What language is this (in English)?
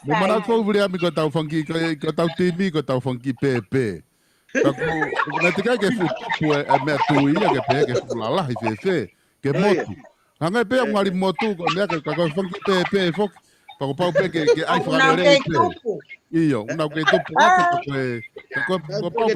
Tongan